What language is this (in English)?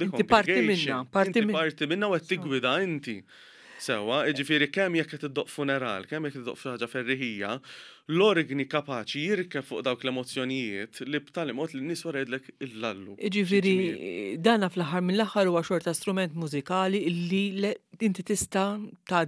Maltese